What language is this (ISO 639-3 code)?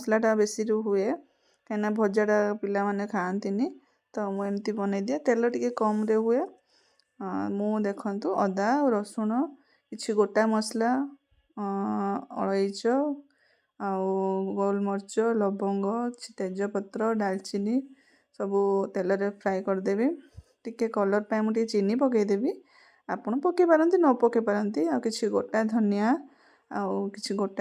ori